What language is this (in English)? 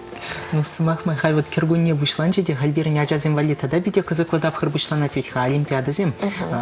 Chuvash